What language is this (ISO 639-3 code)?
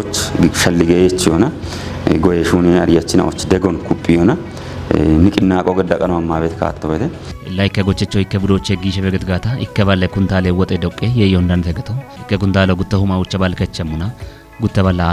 kbr